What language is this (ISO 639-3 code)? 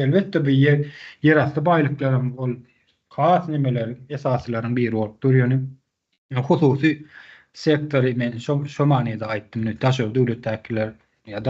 tuk